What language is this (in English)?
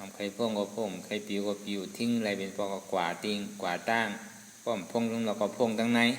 Shan